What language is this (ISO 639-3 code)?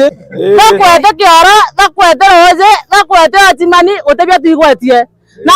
mer